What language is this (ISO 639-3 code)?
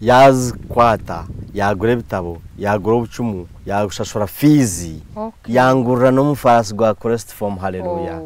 nyn